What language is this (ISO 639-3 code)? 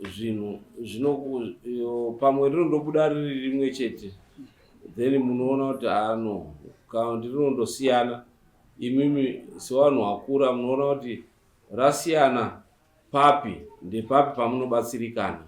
sna